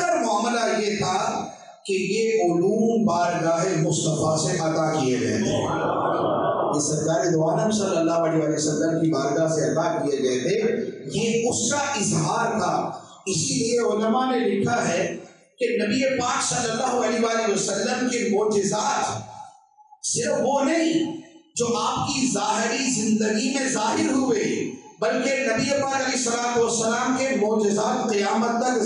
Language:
Urdu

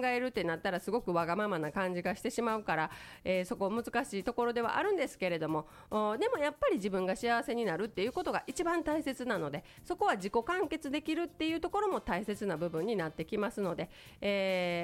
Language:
Japanese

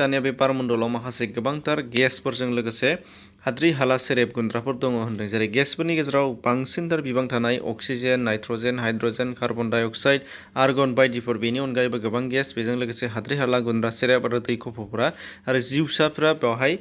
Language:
Bodo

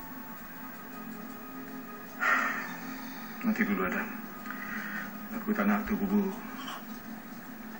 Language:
Malay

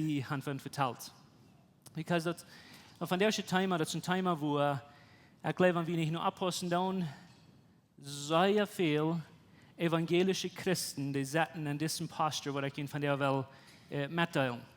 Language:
Plautdietsch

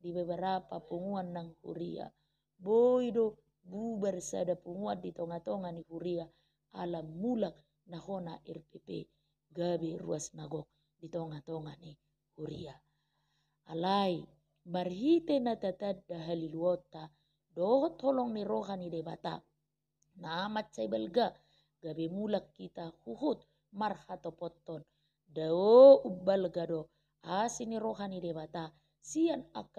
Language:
Batak Toba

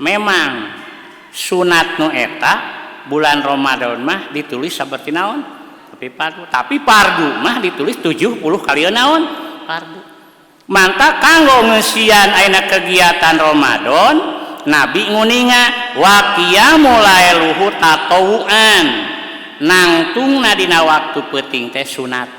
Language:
Sundanese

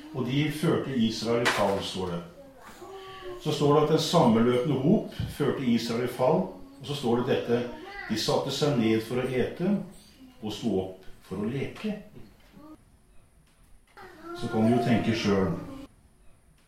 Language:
Norwegian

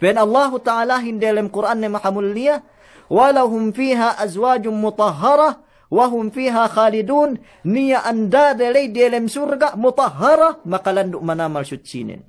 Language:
Yakan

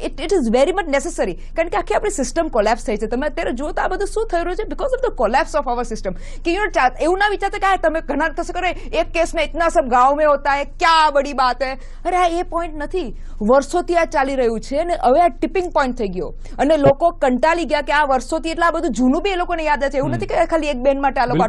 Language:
Gujarati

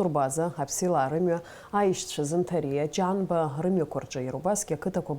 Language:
Abkhazian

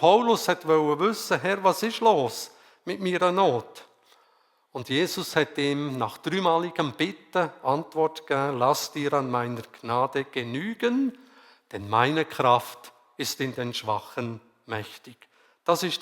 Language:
Swiss German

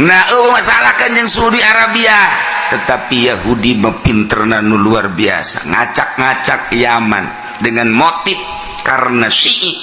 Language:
Sundanese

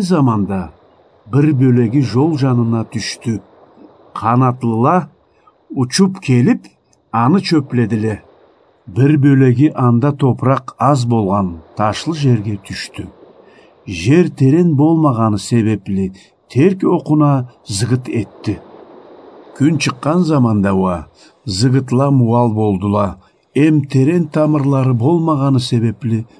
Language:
Karachay-Balkar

